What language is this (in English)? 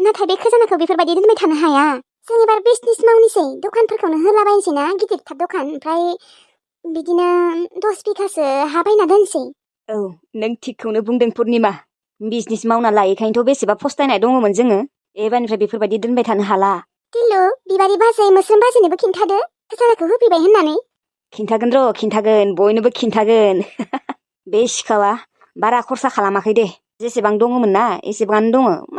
Bodo